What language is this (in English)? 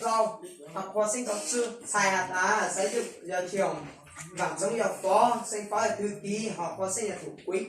Hmong